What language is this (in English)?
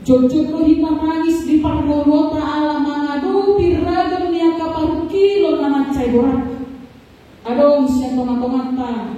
Batak Toba